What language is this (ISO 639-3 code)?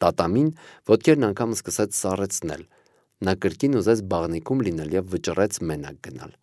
hye